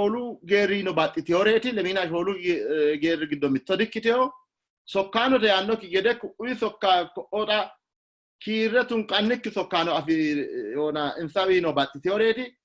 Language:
Sidamo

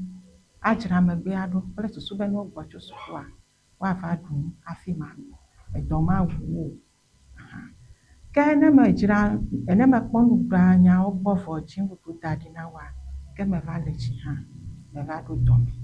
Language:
Ewe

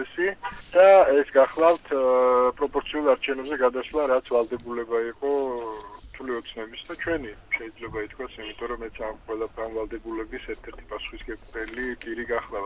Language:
Georgian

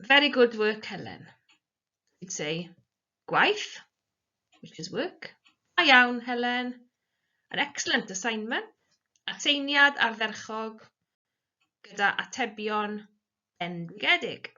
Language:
Welsh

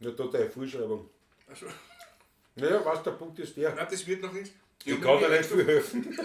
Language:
Bavarian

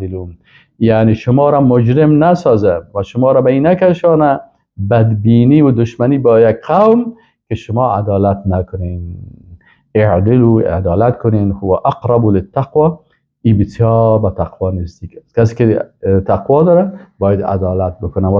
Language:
Persian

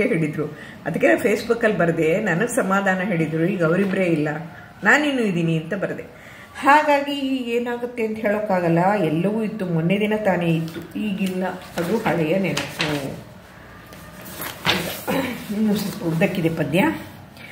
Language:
Kannada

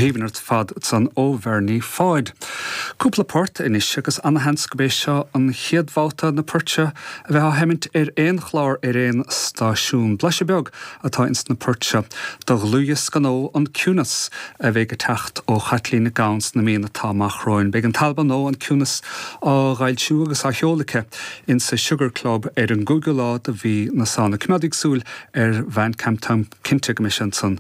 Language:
Irish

